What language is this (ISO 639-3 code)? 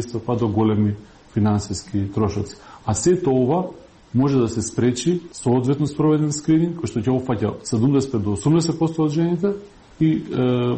mkd